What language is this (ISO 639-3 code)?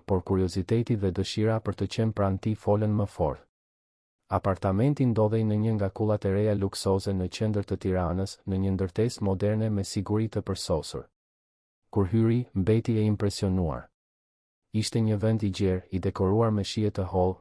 sqi